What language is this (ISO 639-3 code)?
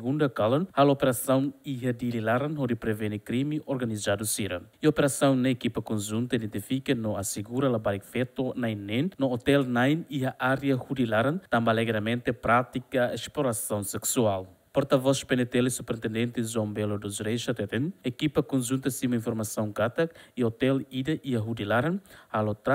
tet